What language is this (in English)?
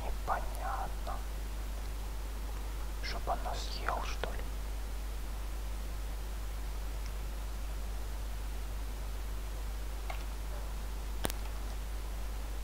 Russian